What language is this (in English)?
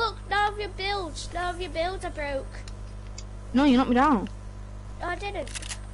English